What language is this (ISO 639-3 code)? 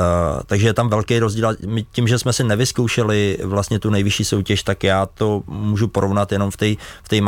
ces